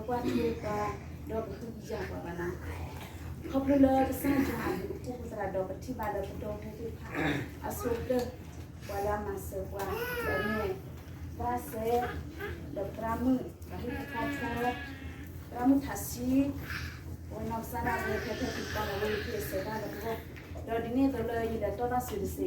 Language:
S'gaw Karen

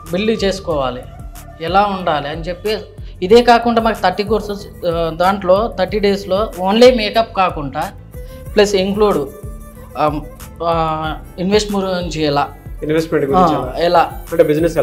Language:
Telugu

